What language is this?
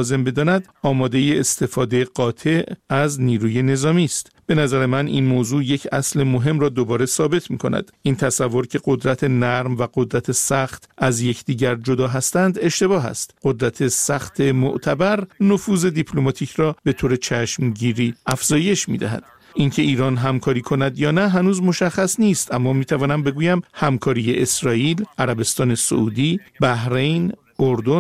Persian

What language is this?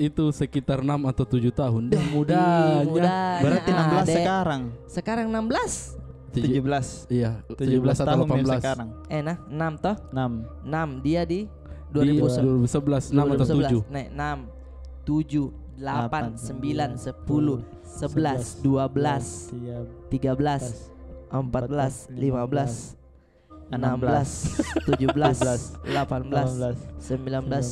Makassar Malay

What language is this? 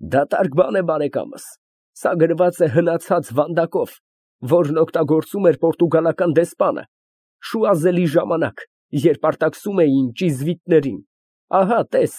Armenian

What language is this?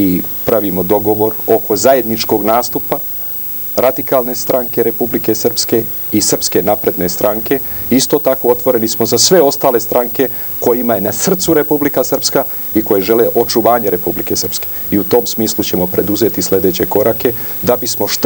Serbian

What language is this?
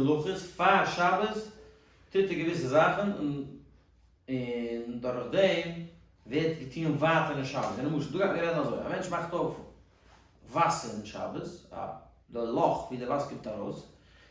Yiddish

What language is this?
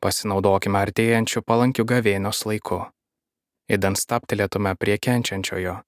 Lithuanian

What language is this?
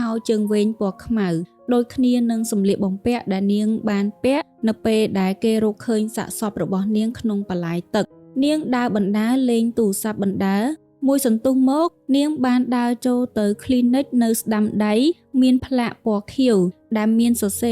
Khmer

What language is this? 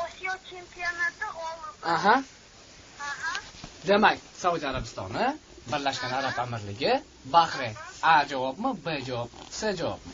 Uzbek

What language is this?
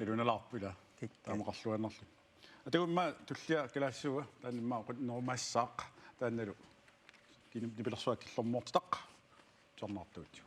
Kalaallisut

